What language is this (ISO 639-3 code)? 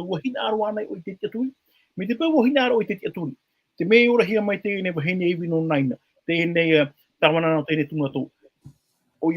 tah